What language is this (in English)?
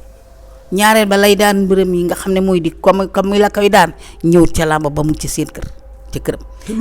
Wolof